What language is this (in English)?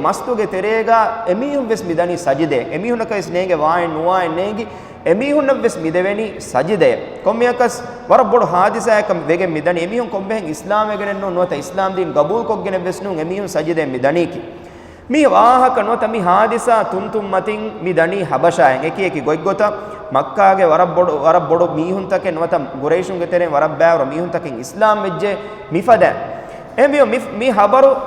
Divehi